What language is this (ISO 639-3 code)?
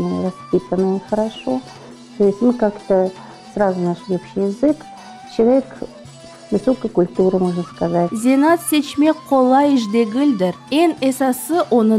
crh